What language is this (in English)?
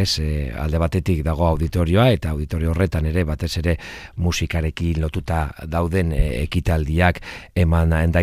Basque